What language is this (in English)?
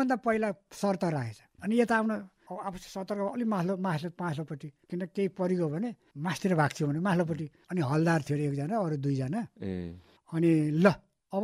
Nepali